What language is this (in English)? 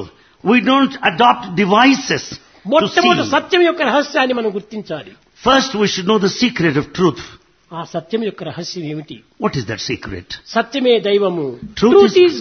Telugu